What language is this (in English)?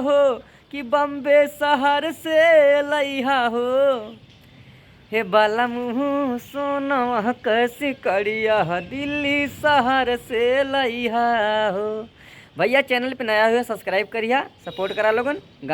Bhojpuri